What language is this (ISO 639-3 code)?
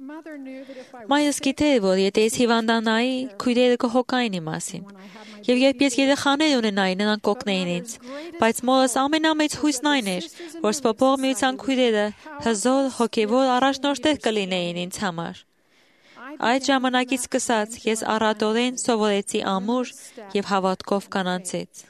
hye